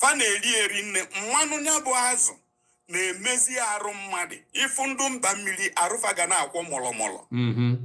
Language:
Igbo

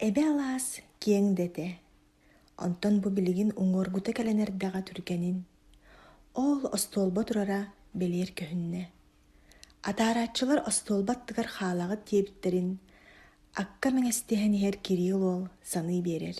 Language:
Yakut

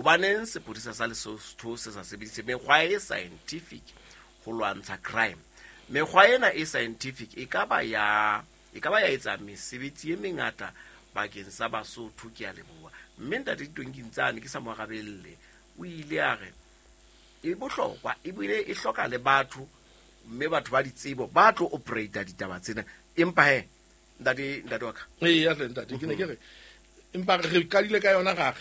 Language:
Southern Sotho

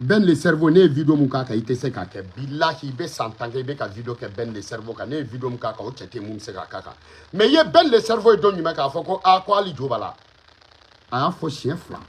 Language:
Bambara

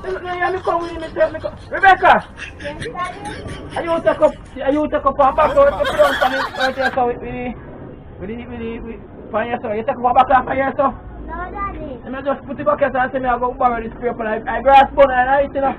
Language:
Jamaican Creole English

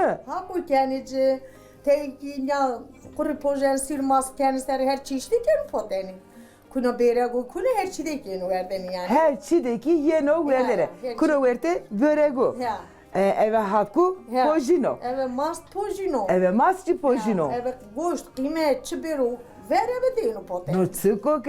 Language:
Zaza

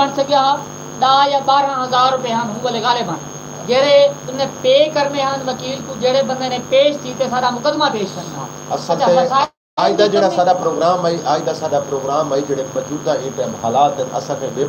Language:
Saraiki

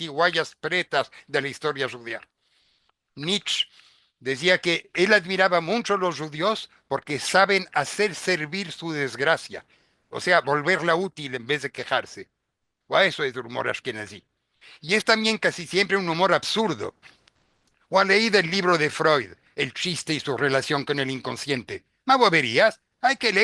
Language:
Ladino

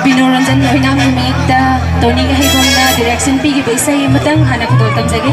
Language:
Manipuri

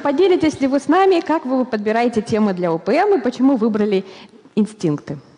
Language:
Russian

